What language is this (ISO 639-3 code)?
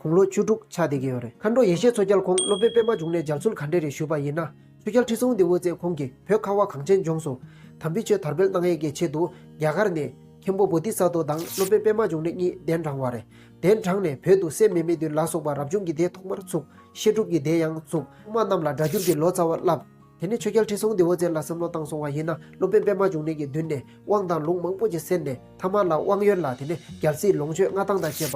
bod